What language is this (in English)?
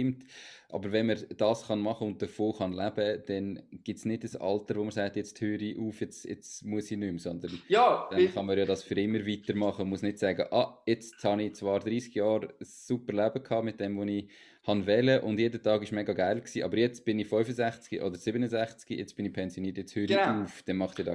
Swiss German